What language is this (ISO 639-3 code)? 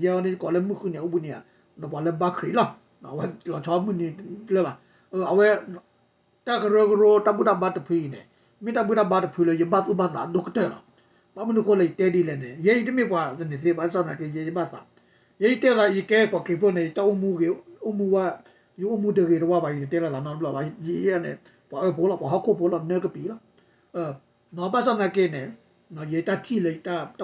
ksw